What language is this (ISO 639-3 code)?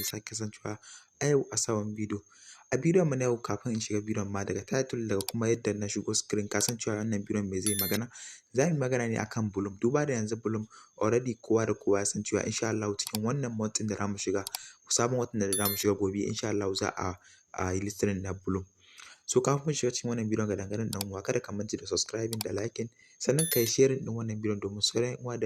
hau